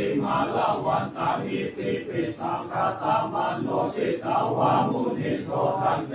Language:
Pali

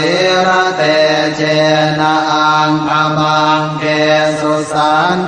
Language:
Pali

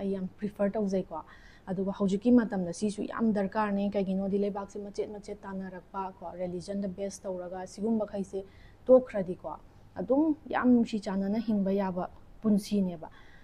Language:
Manipuri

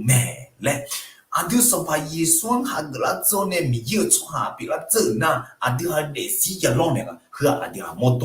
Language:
Akha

